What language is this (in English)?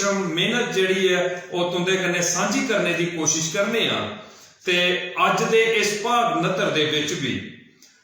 Dogri